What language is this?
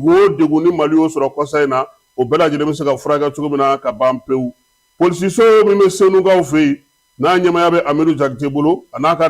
Bambara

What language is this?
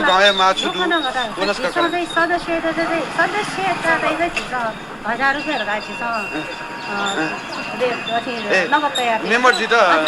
Newari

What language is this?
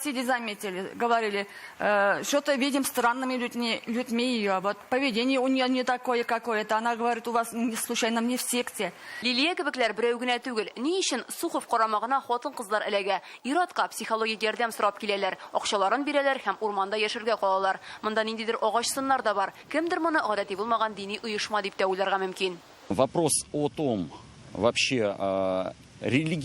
Tatar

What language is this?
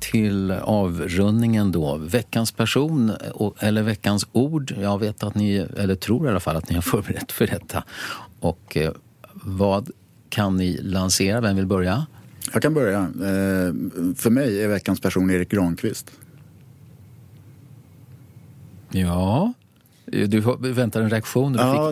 Swedish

